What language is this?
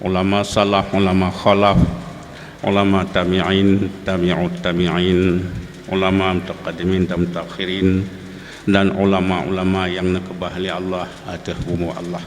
Achinese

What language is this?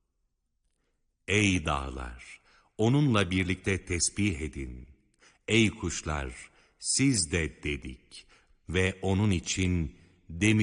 Turkish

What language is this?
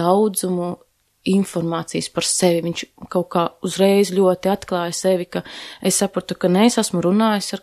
Latvian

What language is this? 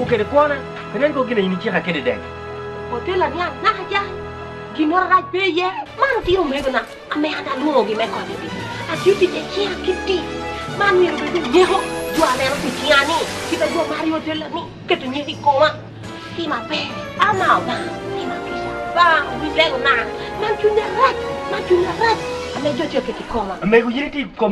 Lango (Uganda)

